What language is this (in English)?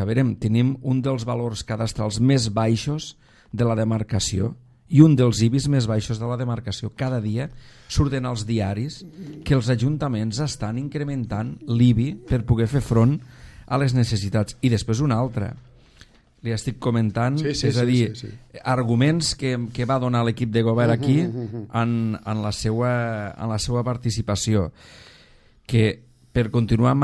Catalan